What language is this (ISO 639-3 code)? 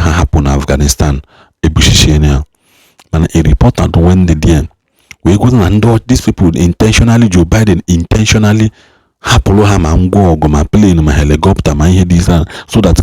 ibo